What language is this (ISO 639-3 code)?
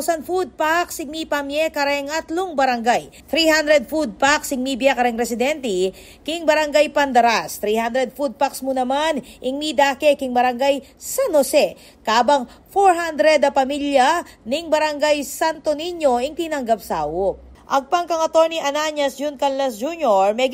pam